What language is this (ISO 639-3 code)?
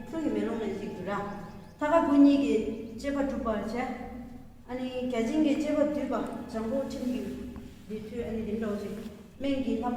bod